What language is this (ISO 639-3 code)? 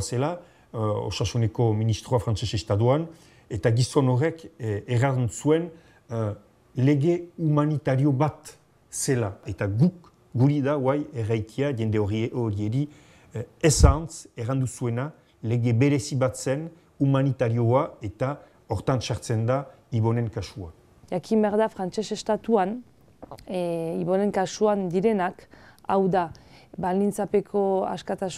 eus